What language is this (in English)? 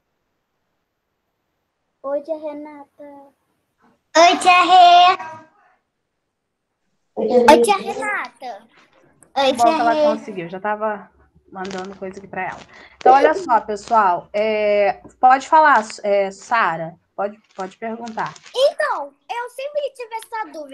Portuguese